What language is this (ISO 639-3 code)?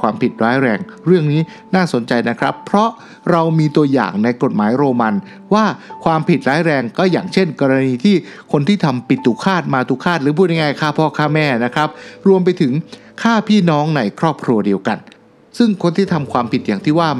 tha